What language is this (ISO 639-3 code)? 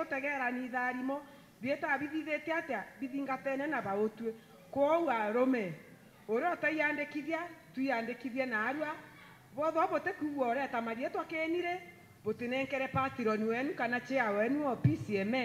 mer